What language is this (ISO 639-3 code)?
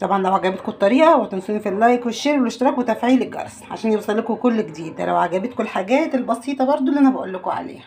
arz